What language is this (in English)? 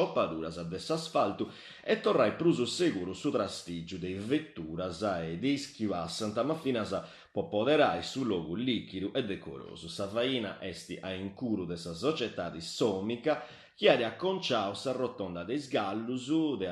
Sardinian